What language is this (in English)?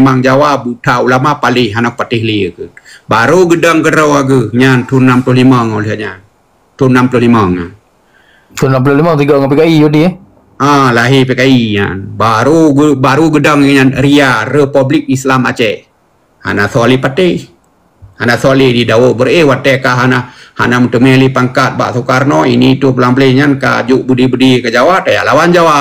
Achinese